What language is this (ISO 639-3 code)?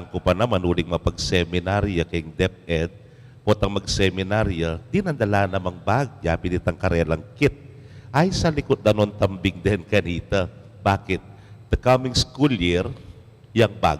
pam